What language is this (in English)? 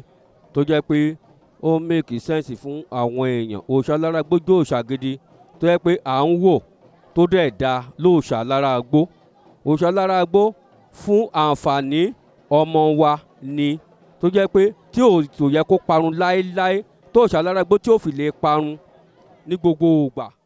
Yoruba